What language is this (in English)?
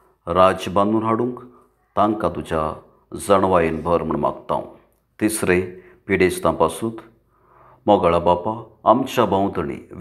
Konkani